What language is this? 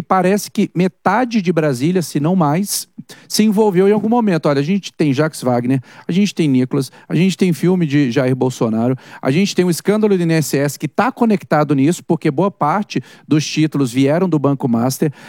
Portuguese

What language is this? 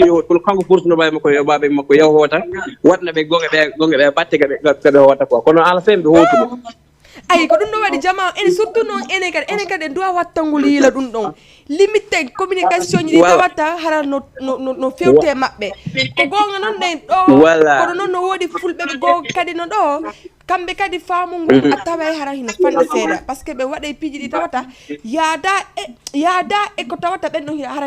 Fula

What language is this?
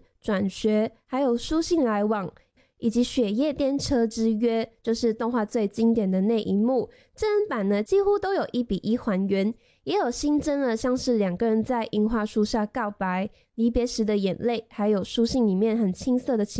Chinese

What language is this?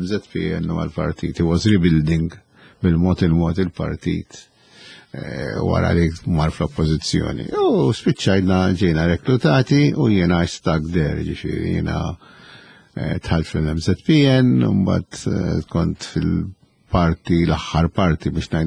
Maltese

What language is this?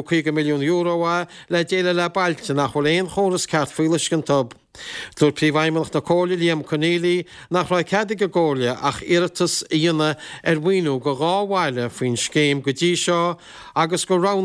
Irish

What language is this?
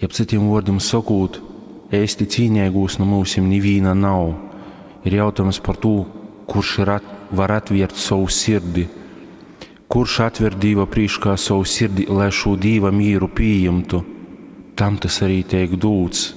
Latgalian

